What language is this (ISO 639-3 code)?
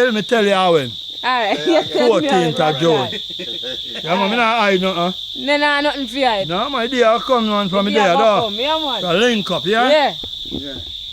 jam